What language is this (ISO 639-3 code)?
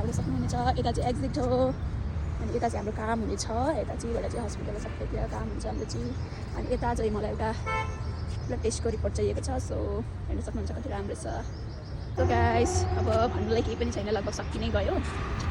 nep